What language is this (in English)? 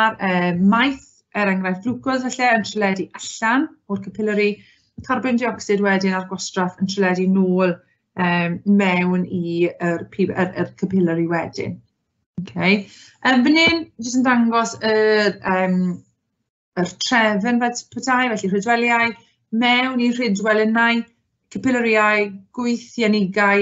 Welsh